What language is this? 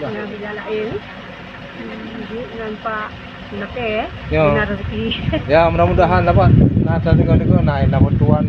Achinese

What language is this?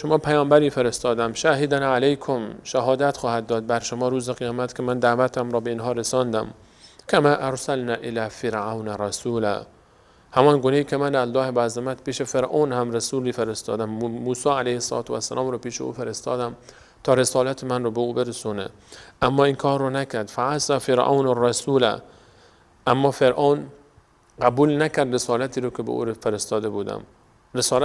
Persian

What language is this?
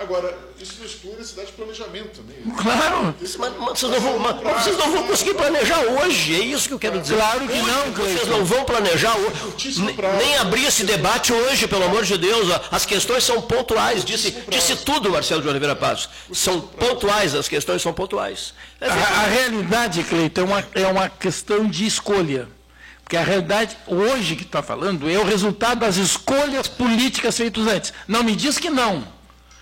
Portuguese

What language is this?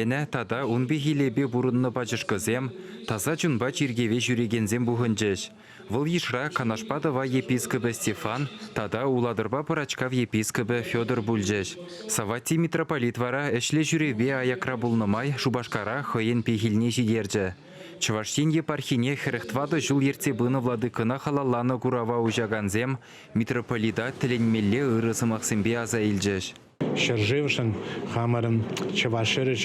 Chuvash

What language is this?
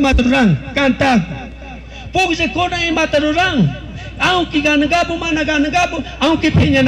Chimborazo Highland Quichua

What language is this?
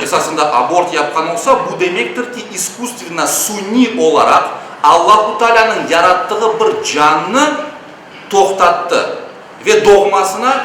Crimean Tatar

